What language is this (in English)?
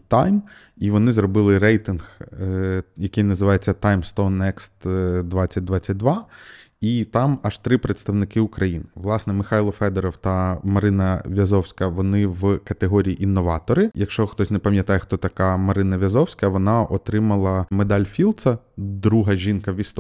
Ukrainian